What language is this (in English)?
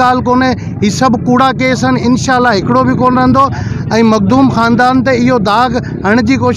Sindhi